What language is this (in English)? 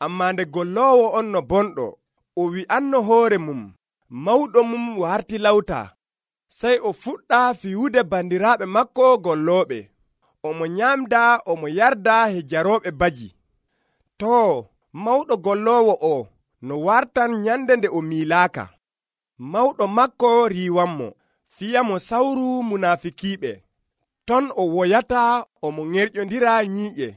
Nigerian Fulfulde